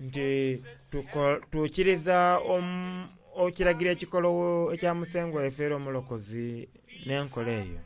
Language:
Soga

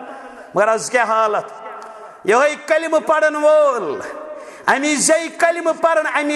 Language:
Kashmiri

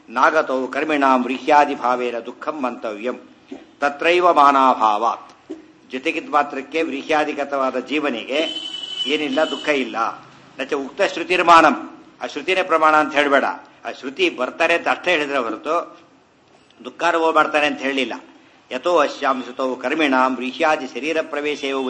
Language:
Kannada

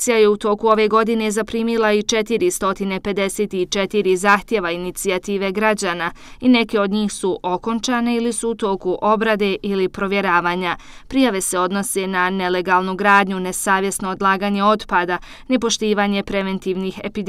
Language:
Bosnian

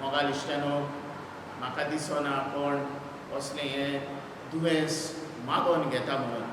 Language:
Konkani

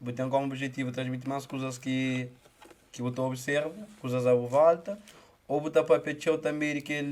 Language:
Kabuverdianu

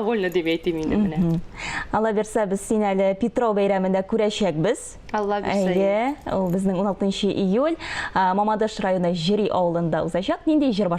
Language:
Tatar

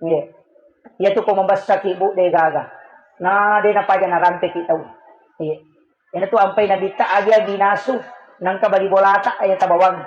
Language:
Buginese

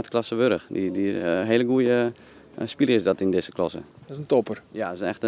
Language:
Western Frisian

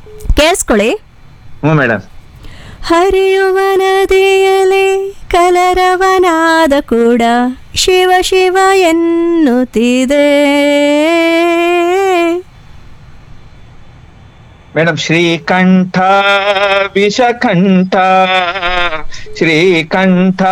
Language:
Kannada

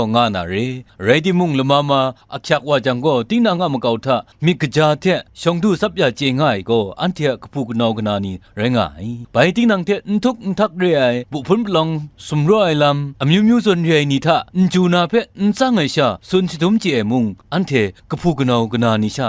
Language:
Kachin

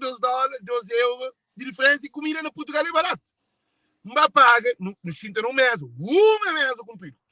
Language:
Kabuverdianu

